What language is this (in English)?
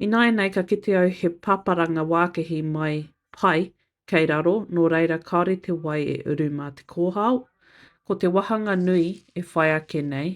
Māori